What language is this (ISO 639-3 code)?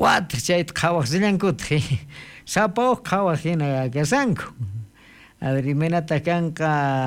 quh